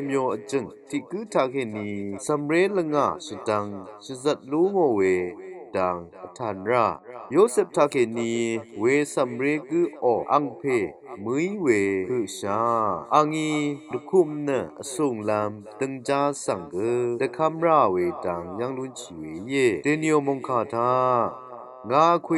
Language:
Rawang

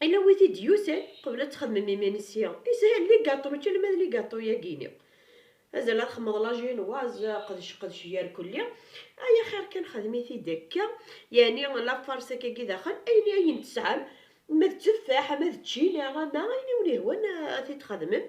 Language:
Kabyle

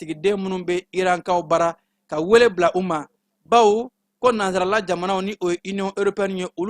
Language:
Bambara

